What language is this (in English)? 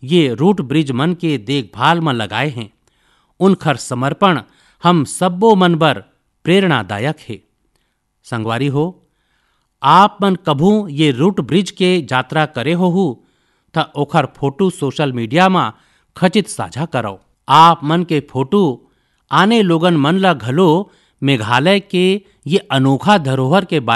Chhattisgarhi